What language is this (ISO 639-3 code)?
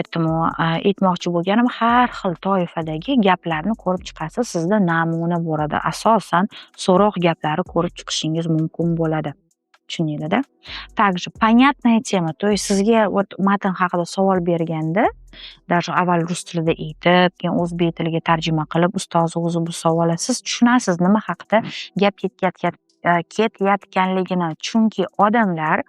uzb